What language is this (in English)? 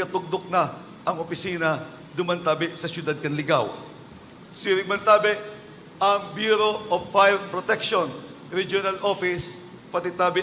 Bikol